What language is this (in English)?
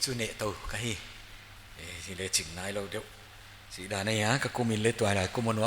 Paite Chin